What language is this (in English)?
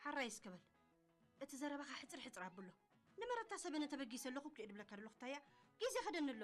Tigrinya